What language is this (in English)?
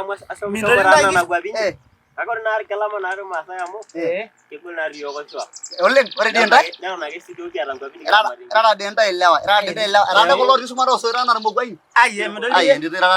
Masai